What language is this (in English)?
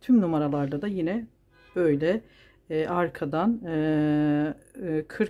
Turkish